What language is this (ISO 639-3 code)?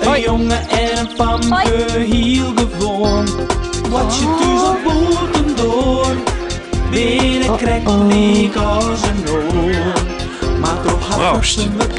fry